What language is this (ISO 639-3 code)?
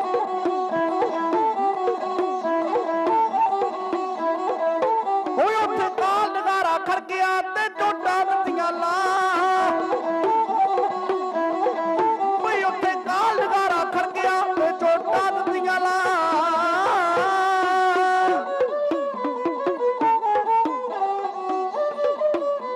pan